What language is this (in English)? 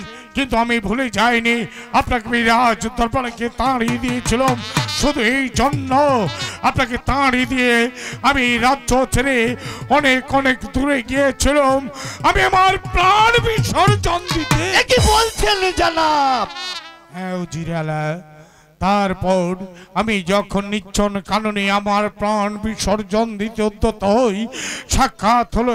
Bangla